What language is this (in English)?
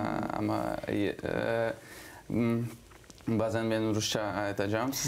Crimean Tatar